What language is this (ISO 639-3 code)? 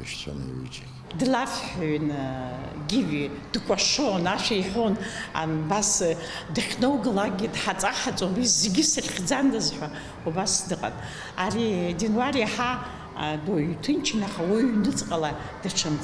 abk